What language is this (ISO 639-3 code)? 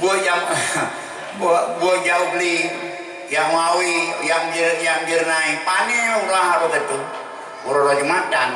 ace